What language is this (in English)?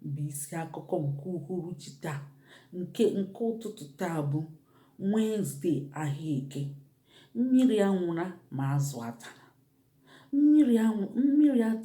Igbo